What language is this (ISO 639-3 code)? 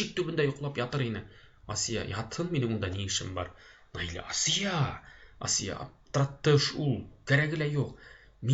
bak